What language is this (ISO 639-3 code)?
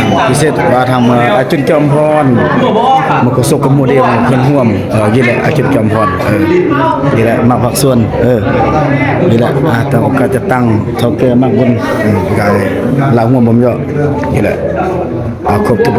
lao